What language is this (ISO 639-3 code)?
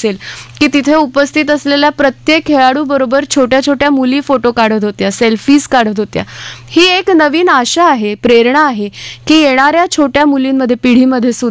mar